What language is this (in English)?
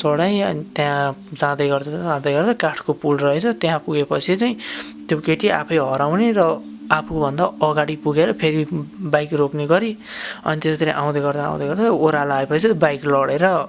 Nepali